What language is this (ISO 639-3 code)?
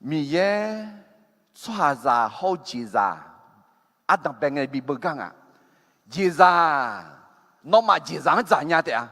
ahk